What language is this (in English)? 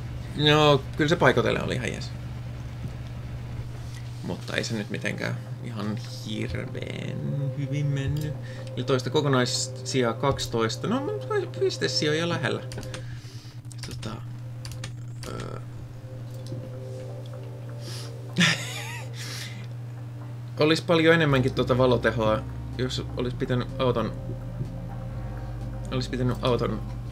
Finnish